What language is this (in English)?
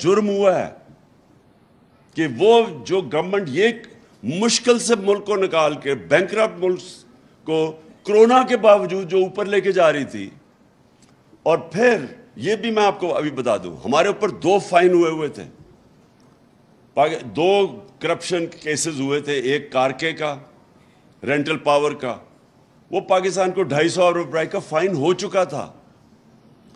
Urdu